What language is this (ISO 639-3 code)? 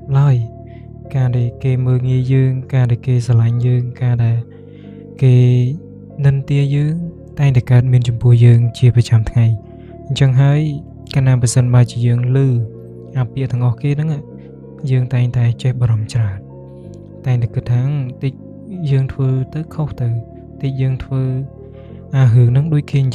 khm